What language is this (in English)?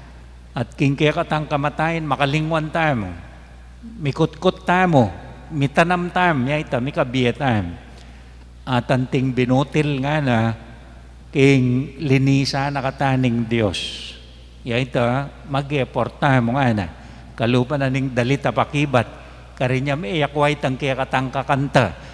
Pampanga